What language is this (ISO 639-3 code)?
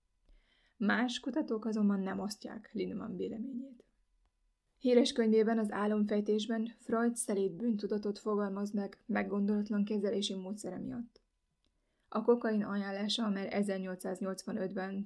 hun